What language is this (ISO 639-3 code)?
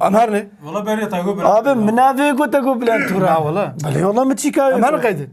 kur